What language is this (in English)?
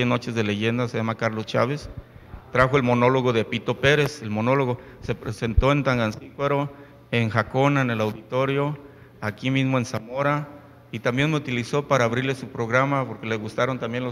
Spanish